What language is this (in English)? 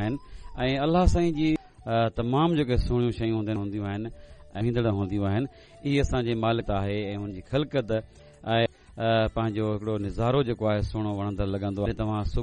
Sindhi